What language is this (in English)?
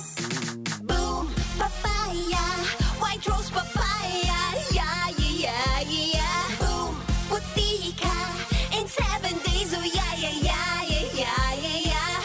Bikol